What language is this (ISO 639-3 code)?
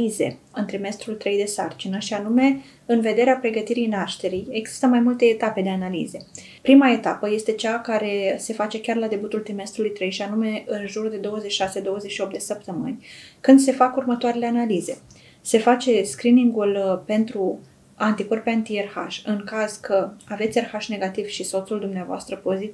ron